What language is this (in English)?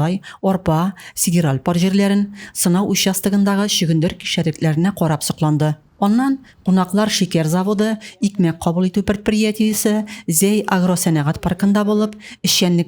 Tatar